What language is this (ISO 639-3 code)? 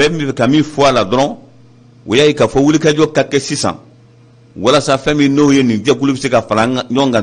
bam